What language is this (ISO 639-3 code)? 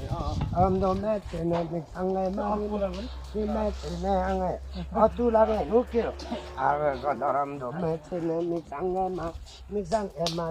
lif